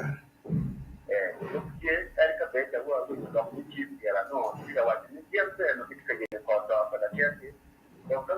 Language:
Acoli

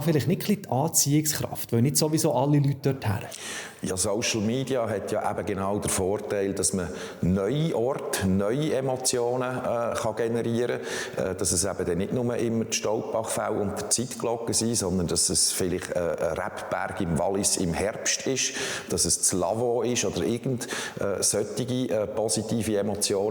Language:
Swiss German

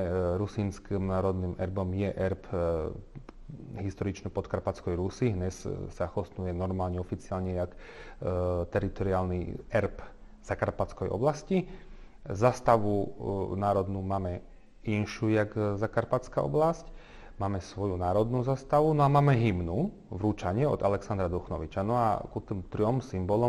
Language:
Rusyn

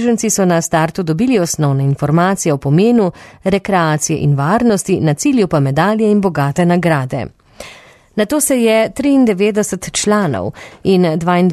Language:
Slovenian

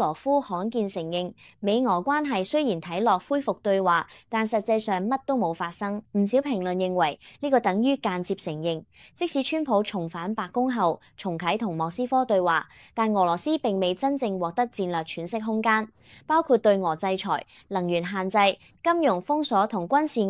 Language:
Cantonese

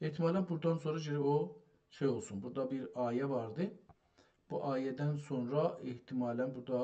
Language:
South Azerbaijani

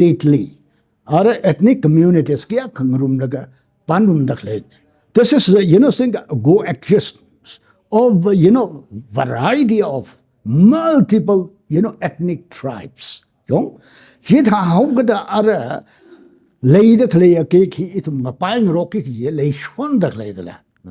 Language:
Tangkhul Naga (India)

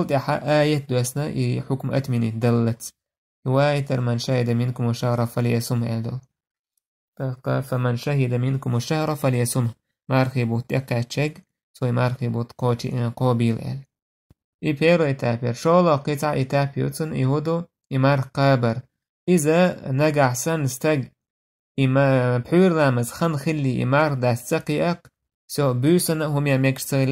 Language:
Chechen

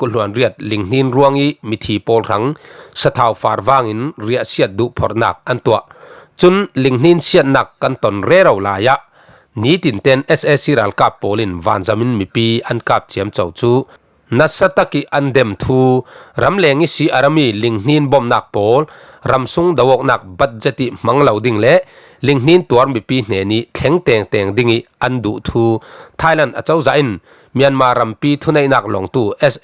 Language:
Falam Chin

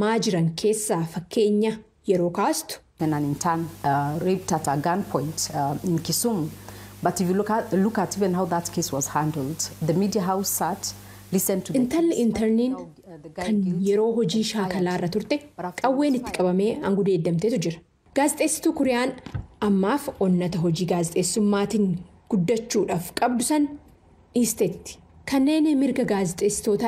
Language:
Oromo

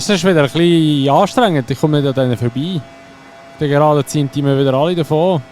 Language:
Swiss German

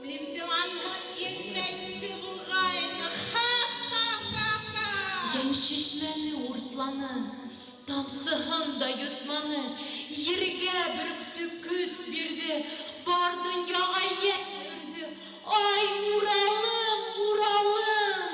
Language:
Bashkir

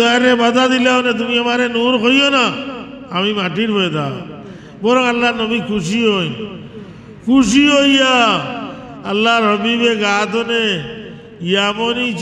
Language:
Sylheti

